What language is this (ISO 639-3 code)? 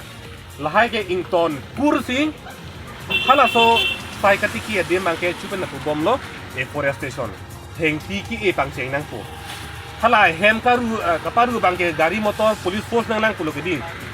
mjw